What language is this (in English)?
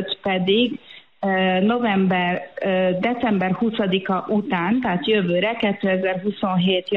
Hungarian